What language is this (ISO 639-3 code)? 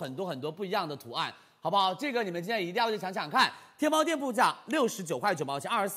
zho